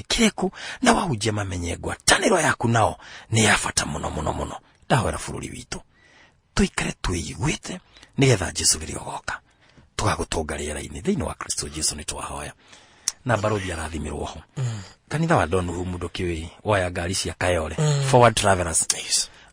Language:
Kikuyu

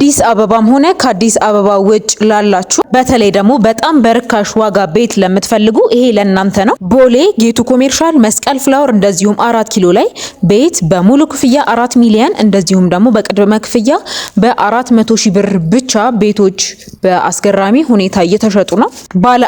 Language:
Amharic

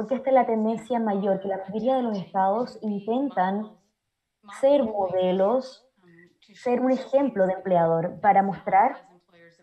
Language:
Spanish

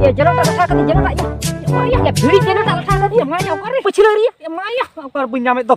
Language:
Santali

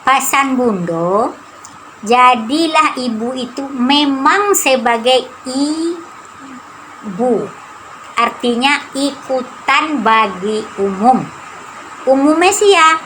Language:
Minangkabau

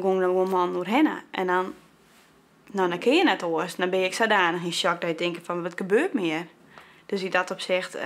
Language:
Western Frisian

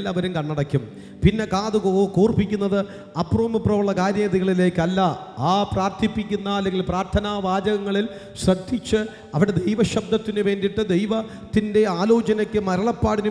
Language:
Malayalam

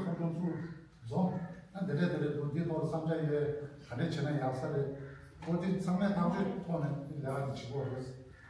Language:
Tibetan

